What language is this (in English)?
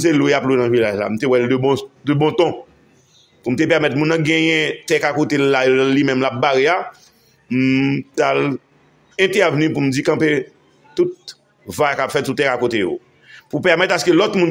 Haitian Creole